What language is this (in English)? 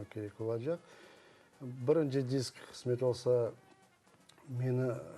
Crimean Tatar